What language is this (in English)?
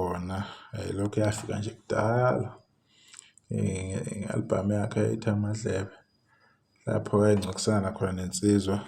Zulu